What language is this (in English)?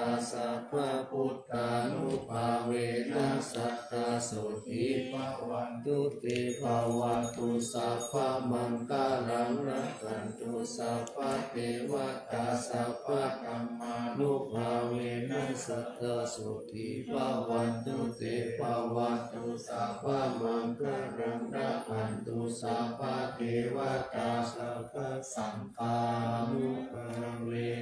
Pali